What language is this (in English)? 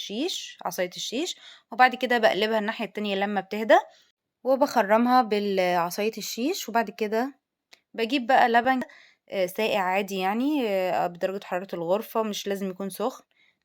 Egyptian Arabic